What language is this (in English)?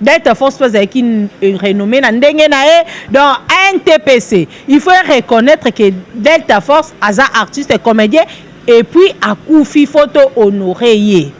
Lingala